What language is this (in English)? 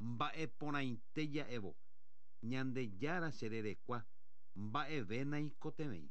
Guarani